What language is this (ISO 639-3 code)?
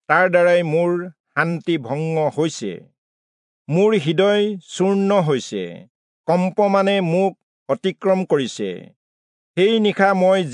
asm